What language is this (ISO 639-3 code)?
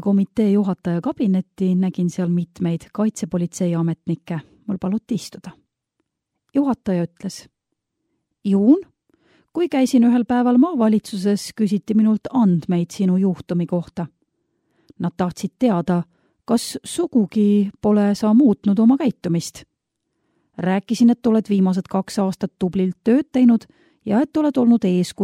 est